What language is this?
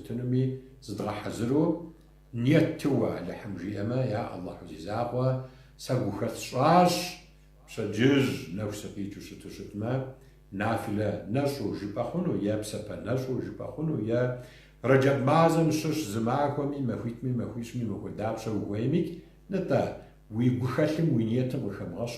Kabardian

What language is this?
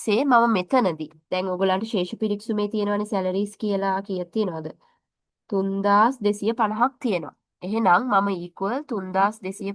Sinhala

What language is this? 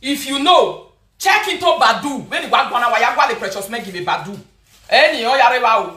Nigerian Pidgin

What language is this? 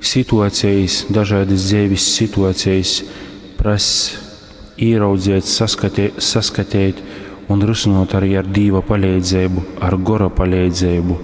Latgalian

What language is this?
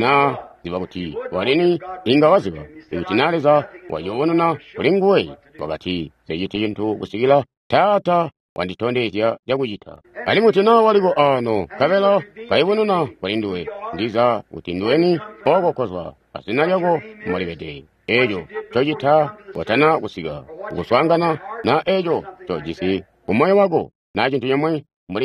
Tonga (Zambia)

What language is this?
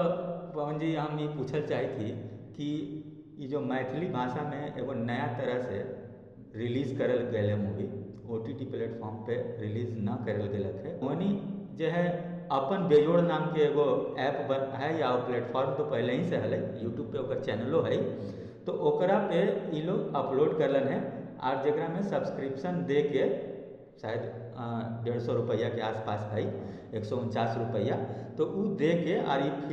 Magahi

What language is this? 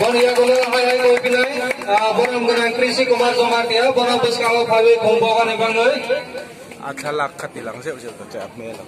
Kok Borok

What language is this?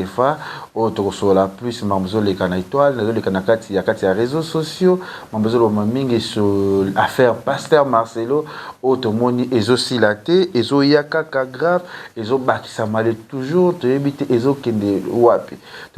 Lingala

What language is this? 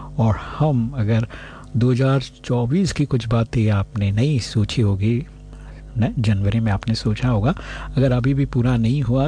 Hindi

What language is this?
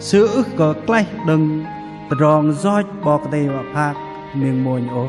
Bahnar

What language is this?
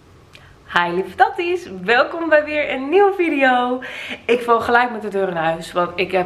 Dutch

